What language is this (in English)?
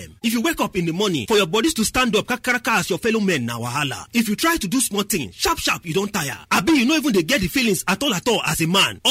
Nigerian Pidgin